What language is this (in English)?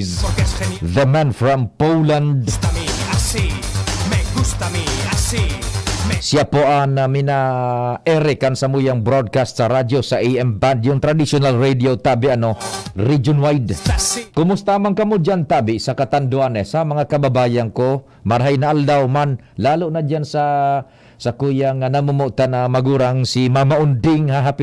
Bikol